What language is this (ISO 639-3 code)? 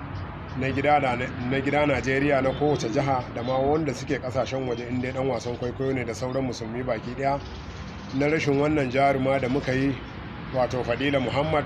hau